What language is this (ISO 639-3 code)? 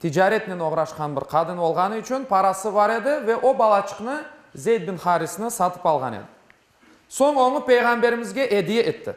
crh